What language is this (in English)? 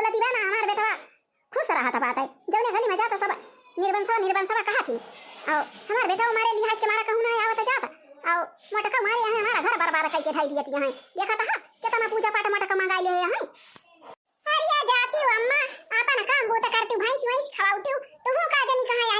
Awadhi